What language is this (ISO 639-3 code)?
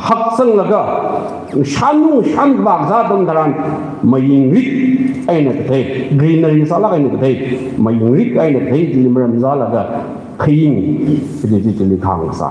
nmf